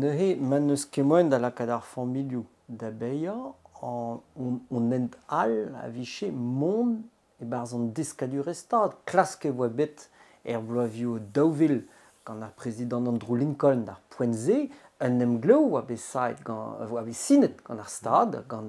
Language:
Breton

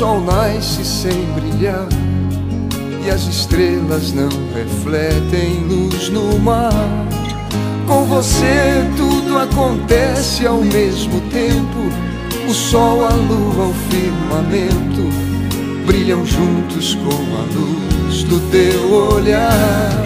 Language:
Portuguese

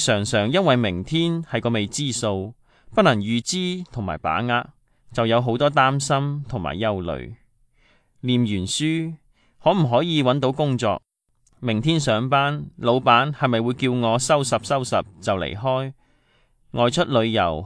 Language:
Cantonese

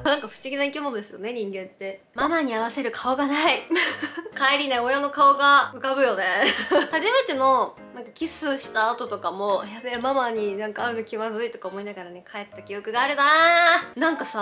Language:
Japanese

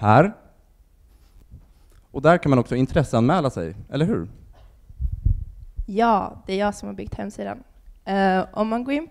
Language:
Swedish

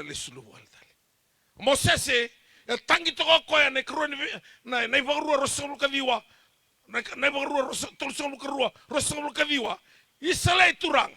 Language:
Fijian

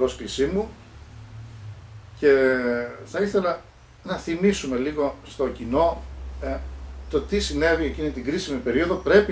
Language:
Greek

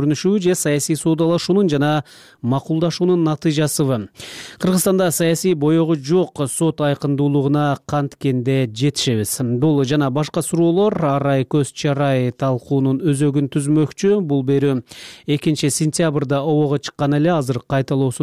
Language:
Kyrgyz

